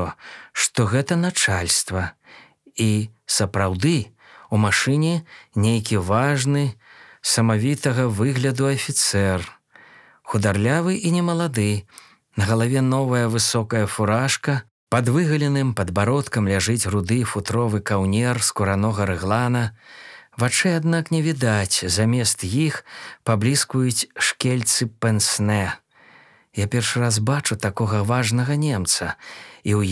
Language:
Belarusian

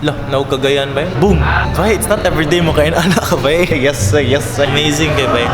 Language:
Cebuano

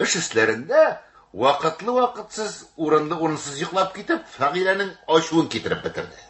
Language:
Tatar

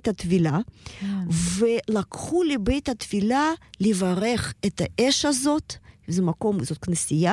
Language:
Hebrew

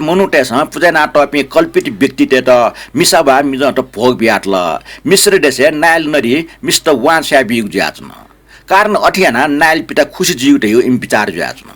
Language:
Newari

